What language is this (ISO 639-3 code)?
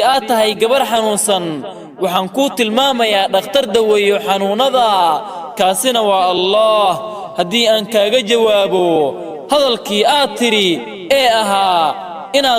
som